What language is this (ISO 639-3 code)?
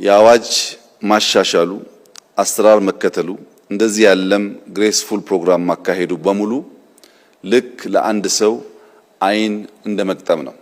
amh